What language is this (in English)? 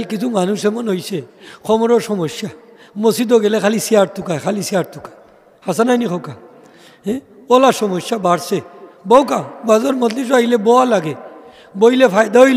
Sylheti